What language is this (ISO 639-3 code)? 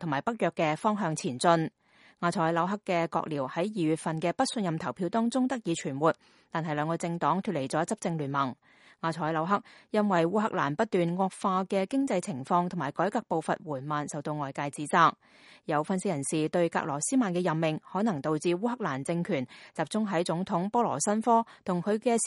yue